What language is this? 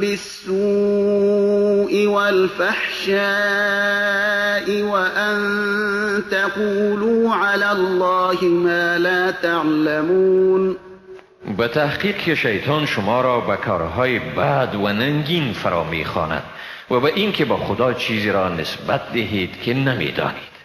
Persian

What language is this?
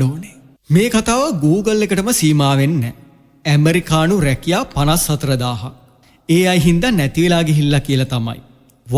Sinhala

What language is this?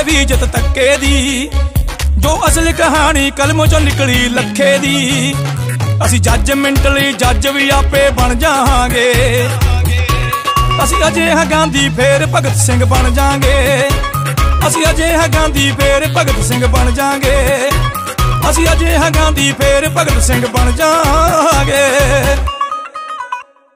Punjabi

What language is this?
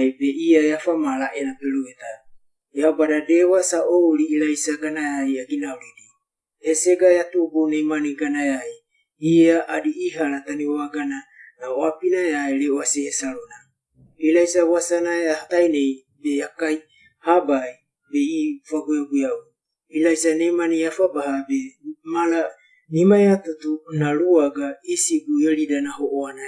Wagawaga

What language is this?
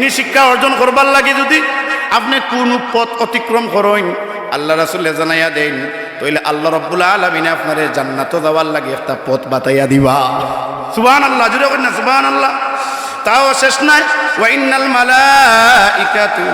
Sylheti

